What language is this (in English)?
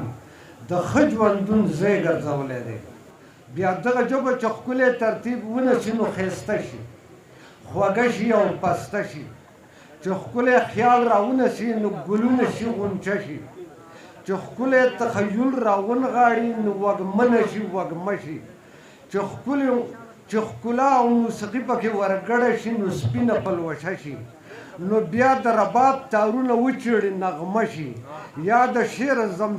Pashto